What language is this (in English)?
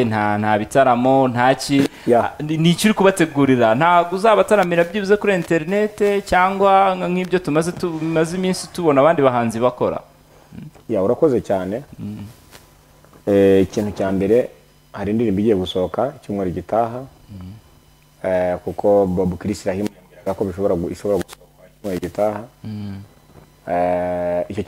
Kinyarwanda